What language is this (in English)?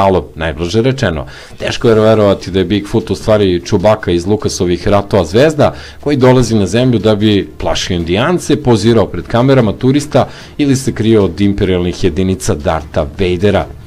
Serbian